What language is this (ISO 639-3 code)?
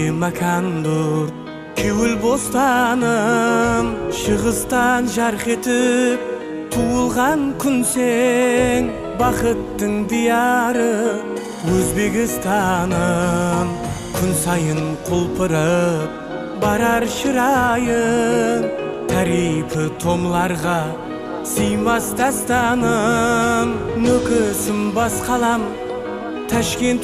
kaa